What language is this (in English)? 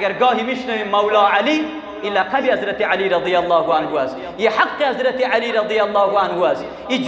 Persian